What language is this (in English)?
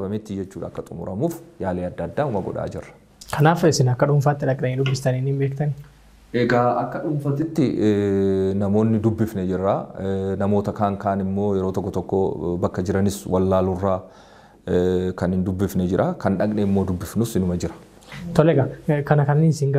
Oromo